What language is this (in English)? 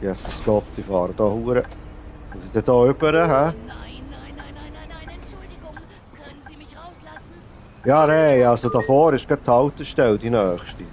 Swiss German